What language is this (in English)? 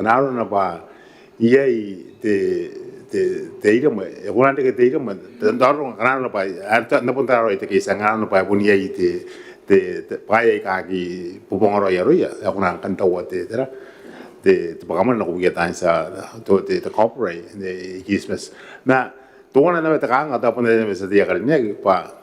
Gilbertese